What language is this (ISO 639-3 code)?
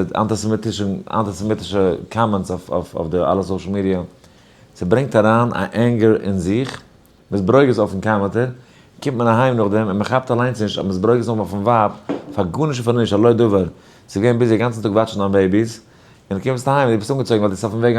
yid